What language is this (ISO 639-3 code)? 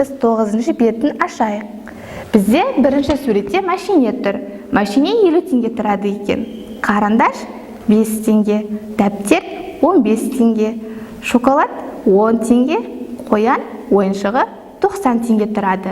kaz